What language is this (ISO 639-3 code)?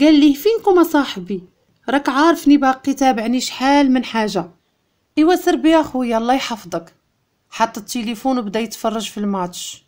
ary